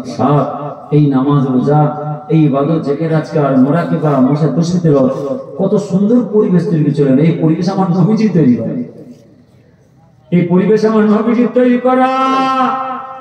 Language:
Bangla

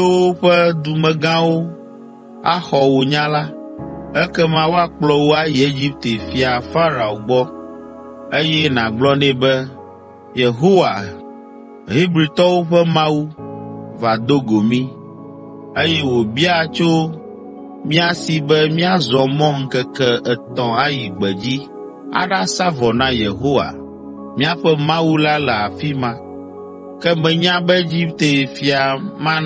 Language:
Ewe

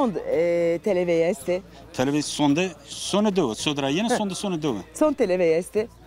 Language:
Zaza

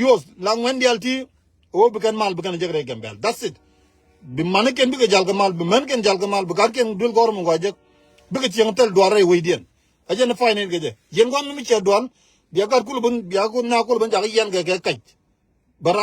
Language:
Nuer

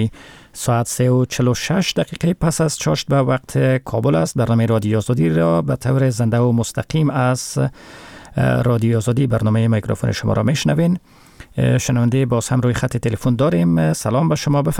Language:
Persian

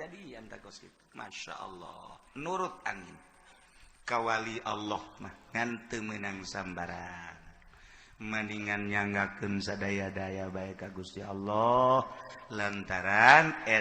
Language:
Sundanese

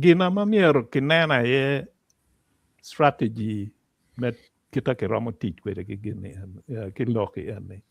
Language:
Acoli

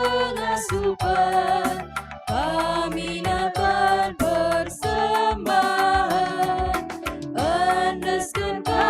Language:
Batak Karo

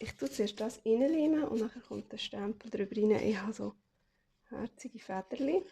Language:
Swiss German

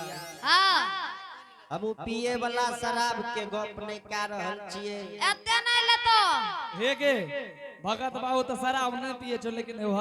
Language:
Angika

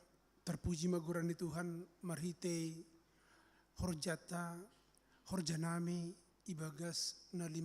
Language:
Batak Simalungun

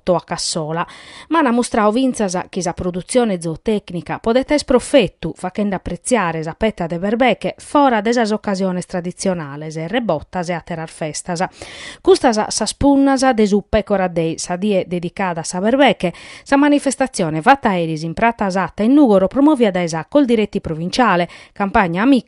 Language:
Sardinian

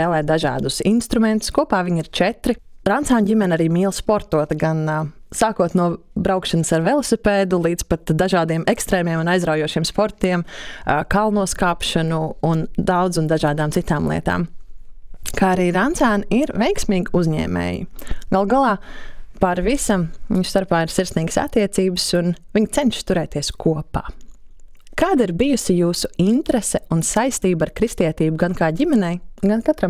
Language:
Latvian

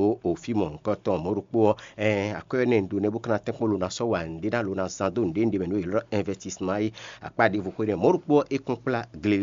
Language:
Fon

